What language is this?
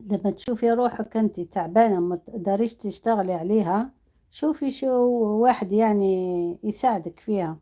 Algerian Arabic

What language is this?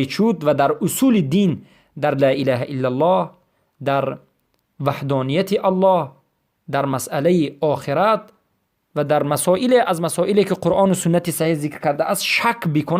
Persian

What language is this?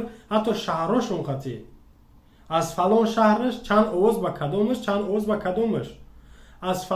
Tajik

